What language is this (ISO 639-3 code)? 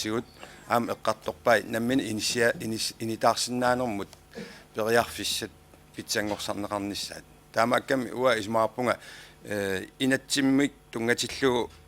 kal